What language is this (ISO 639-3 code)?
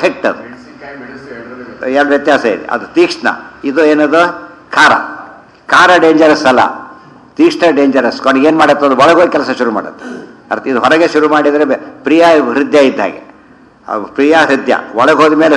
kan